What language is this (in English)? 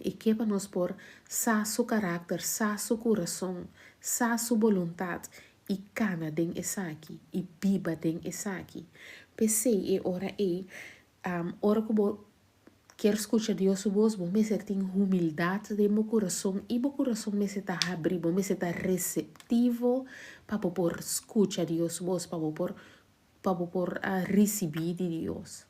Papiamento